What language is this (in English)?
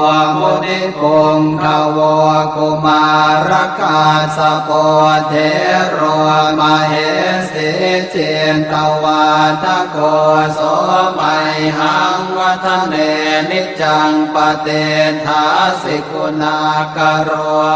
Pali